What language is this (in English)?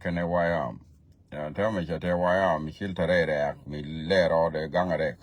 Nuer